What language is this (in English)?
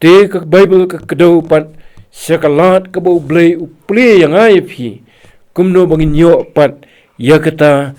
Khasi